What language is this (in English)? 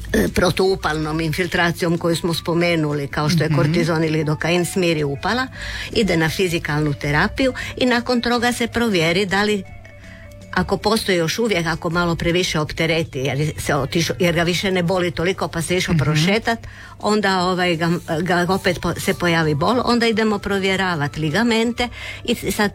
Croatian